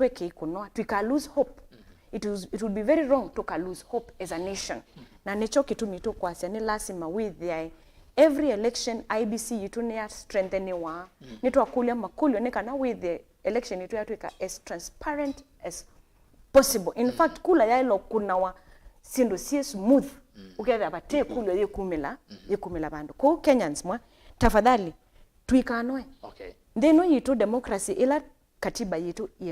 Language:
Kamba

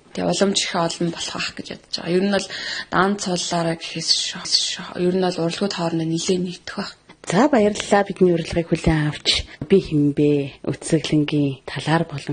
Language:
Mongolian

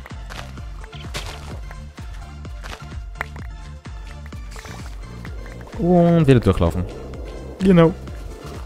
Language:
German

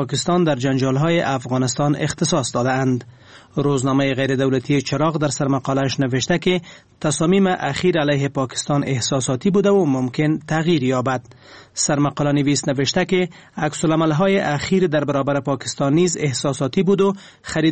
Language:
Persian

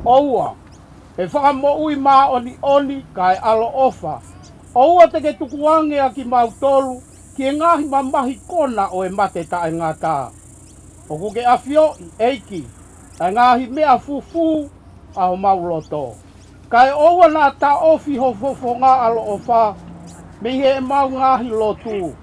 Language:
Tongan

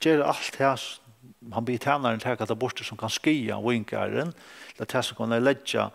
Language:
Faroese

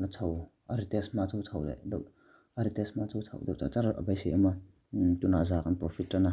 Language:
Mizo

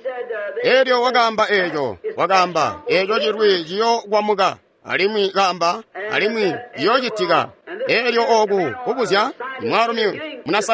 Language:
Tonga (Zambia)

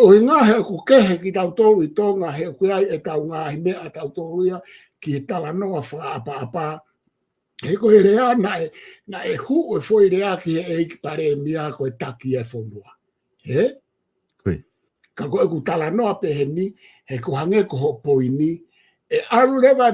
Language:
Tongan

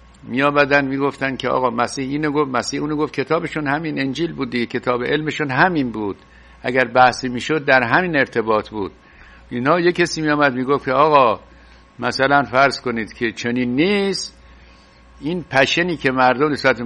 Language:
Persian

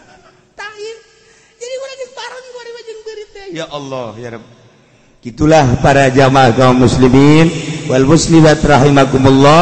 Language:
Sundanese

